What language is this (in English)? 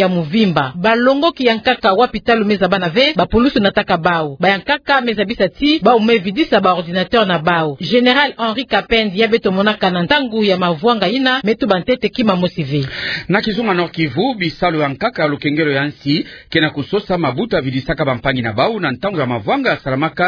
Kituba (Democratic Republic of Congo)